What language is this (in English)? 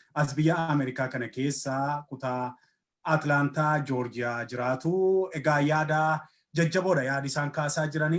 Oromo